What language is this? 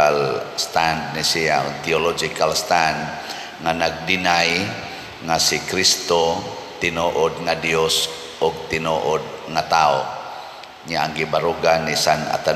Cebuano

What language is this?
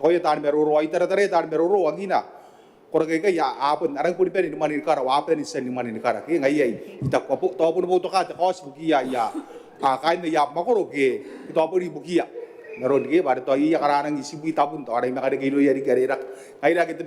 Gilbertese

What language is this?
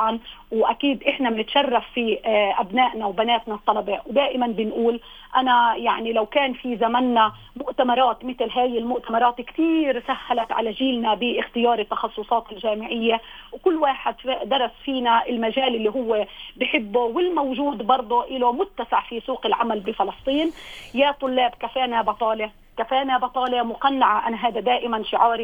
North Levantine Arabic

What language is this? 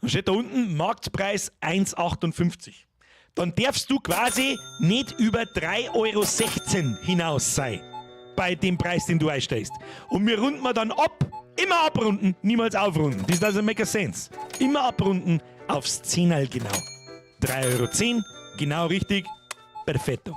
Bavarian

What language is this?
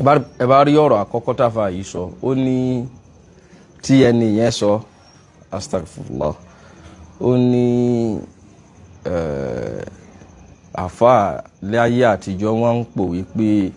Yoruba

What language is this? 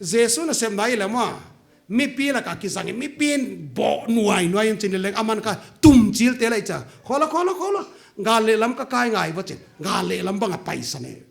Paite Chin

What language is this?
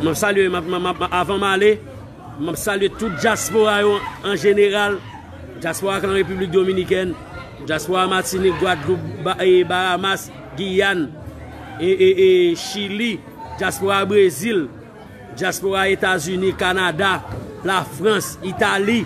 Haitian Creole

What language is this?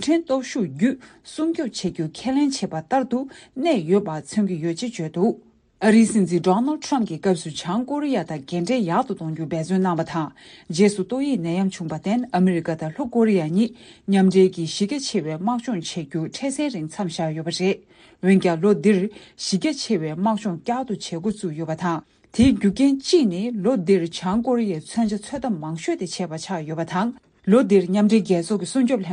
Tibetan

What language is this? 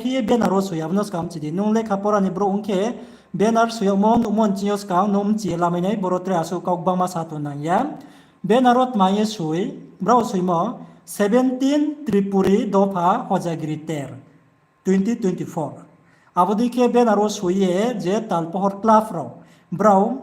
Riang (India)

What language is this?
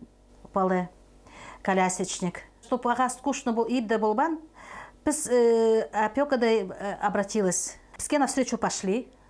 Khakas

